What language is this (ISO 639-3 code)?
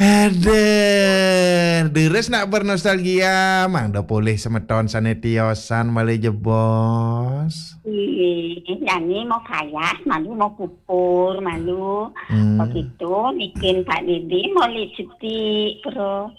ban